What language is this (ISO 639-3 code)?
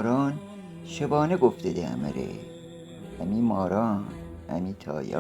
glk